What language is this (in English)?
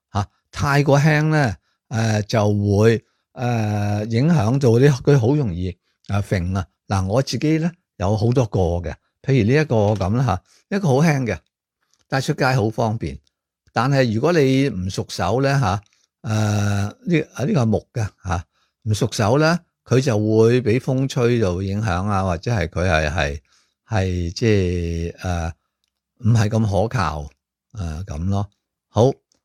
Cantonese